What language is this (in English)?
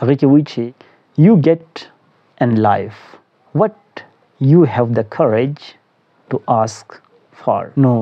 Pashto